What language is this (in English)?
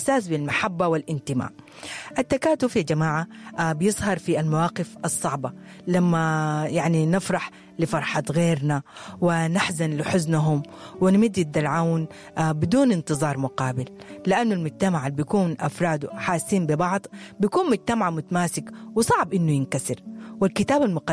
Sudanese Arabic